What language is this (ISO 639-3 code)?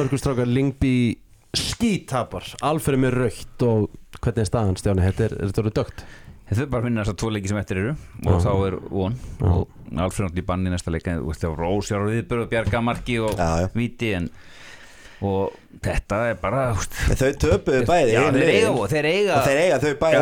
isl